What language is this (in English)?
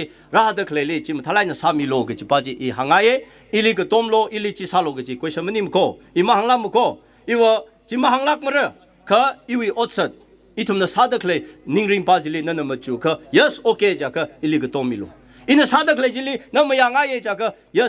Tangkhul Naga (India)